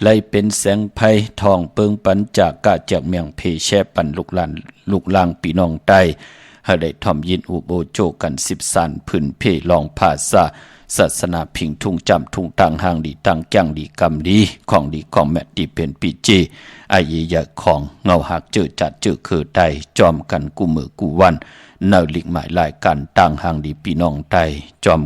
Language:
Shan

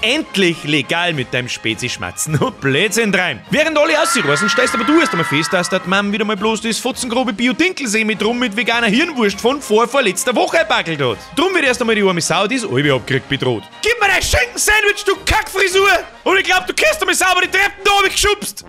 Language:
Bavarian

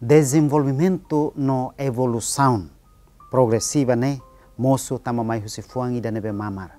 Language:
Tetum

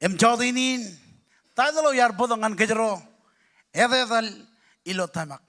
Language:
Marshallese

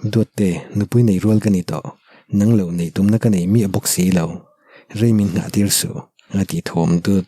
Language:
Mizo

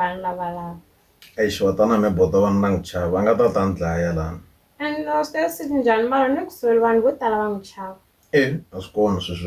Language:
Tsonga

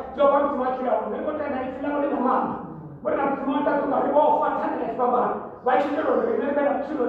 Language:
Venda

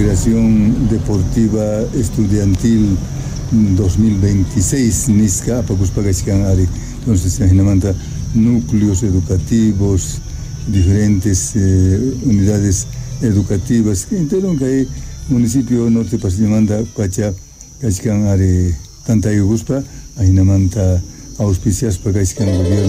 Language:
South Bolivian Quechua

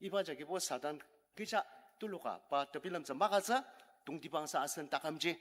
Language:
Ao Naga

